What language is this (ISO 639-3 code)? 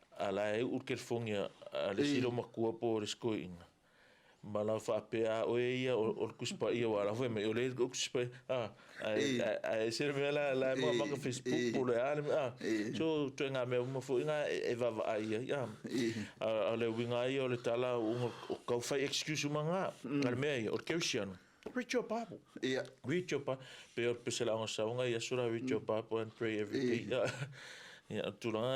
smo